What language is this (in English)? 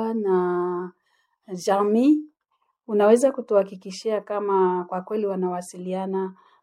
Swahili